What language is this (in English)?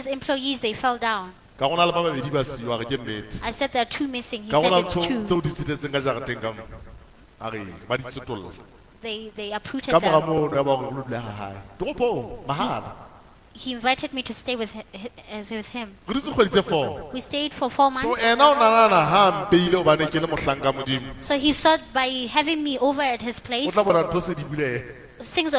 Southern Sotho